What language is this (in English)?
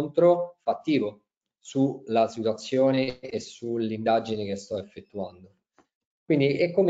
Italian